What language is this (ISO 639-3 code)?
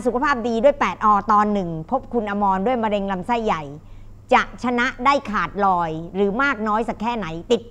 tha